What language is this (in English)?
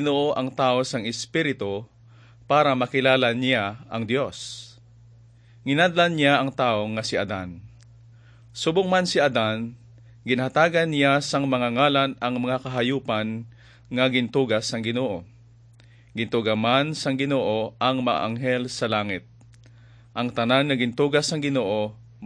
Hiligaynon